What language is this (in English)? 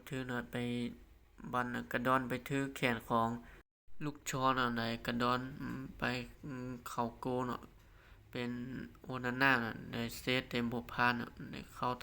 Lao